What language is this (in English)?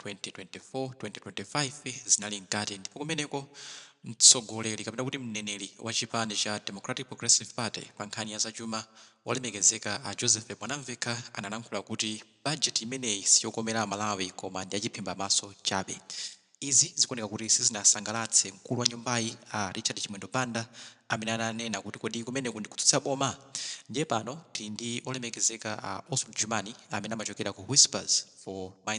Nyanja